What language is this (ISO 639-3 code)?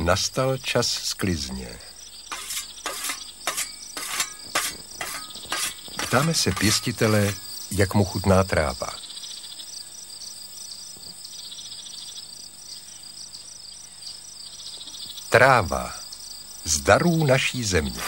ces